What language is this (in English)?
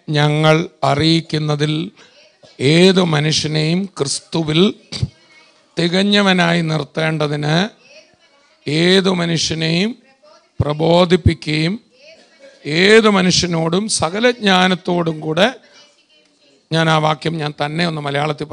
Malayalam